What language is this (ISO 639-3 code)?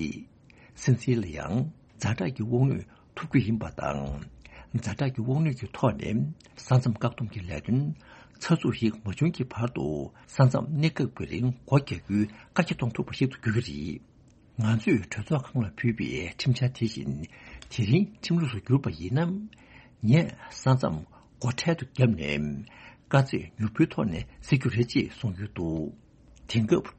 bod